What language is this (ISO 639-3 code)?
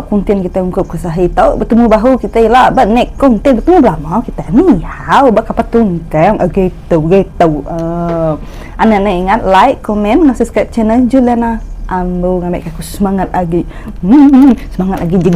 iba